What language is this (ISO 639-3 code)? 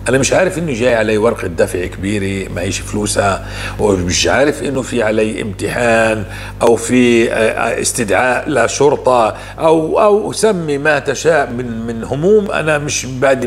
apc